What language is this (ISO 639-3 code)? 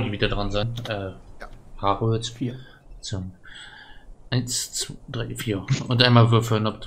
deu